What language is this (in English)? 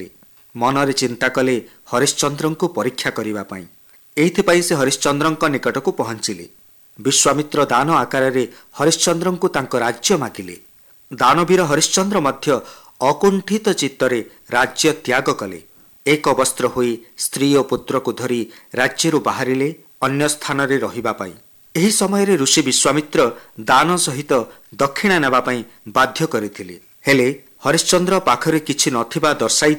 Odia